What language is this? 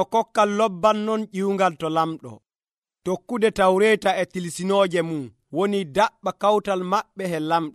Nigerian Fulfulde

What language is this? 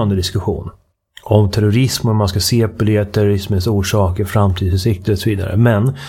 Swedish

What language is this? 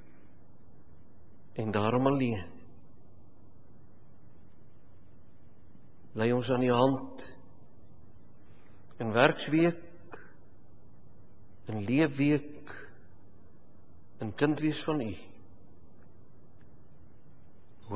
Afrikaans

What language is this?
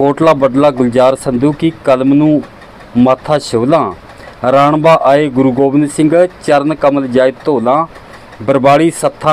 Punjabi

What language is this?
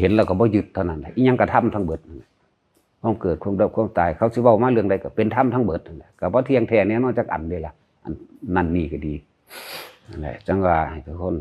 Northeastern Thai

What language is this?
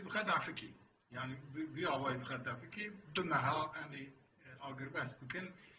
Kurdish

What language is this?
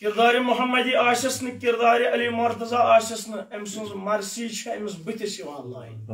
Kashmiri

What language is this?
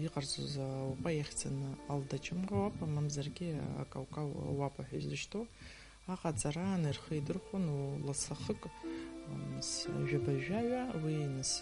Abkhazian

